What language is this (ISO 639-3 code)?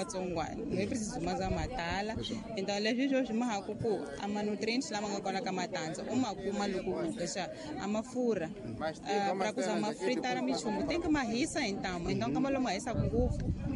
tso